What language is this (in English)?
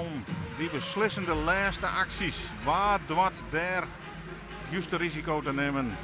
Western Frisian